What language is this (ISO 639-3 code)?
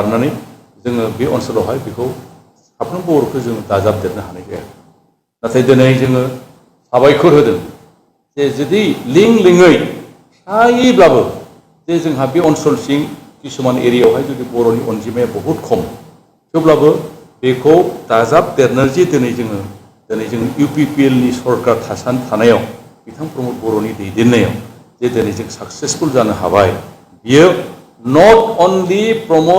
brx